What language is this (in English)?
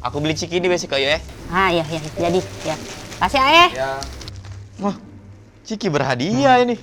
Musi